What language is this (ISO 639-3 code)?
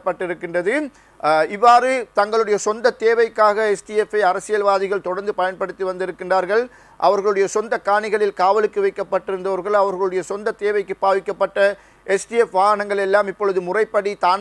tam